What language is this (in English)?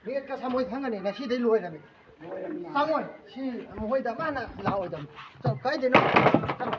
Manipuri